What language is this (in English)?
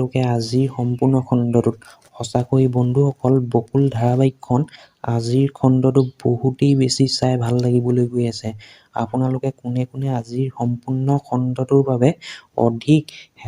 Assamese